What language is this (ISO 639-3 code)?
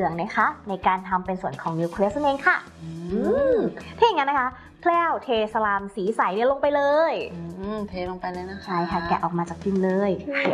tha